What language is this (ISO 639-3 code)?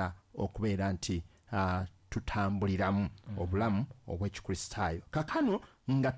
lug